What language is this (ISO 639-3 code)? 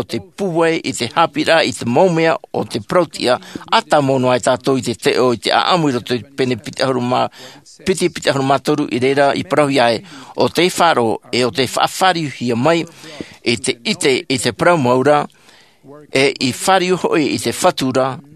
tah